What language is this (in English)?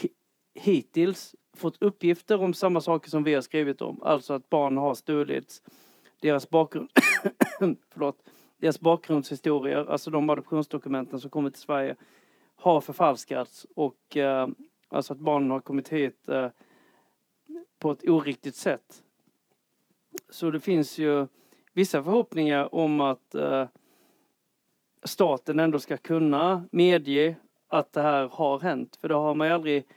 Swedish